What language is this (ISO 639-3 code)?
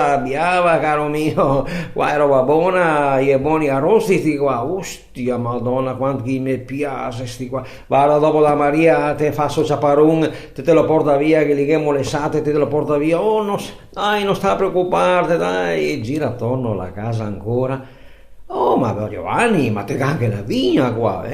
vec